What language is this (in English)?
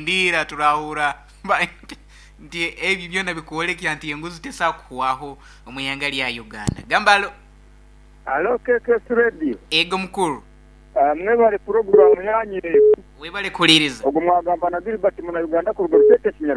Nyoro